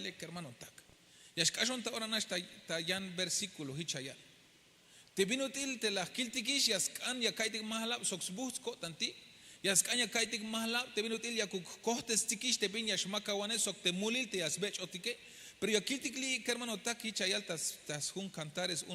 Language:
Tzeltal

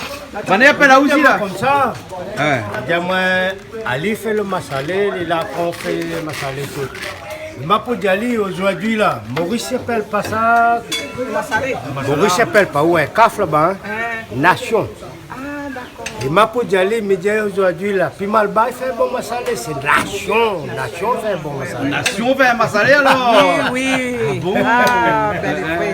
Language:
Réunion Creole French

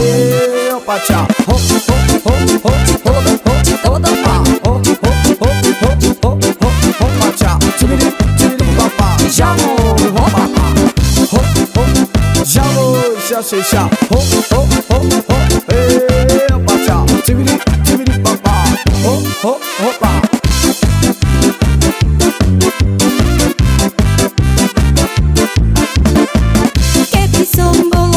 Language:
Slovak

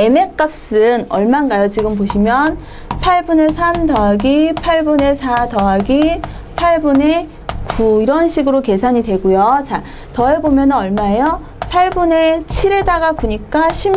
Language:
Korean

